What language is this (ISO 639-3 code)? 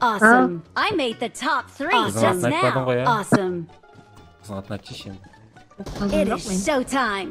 kaa